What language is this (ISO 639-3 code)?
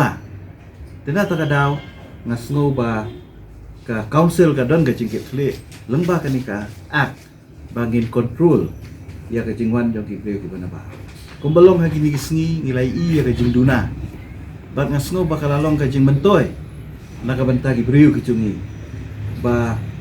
kha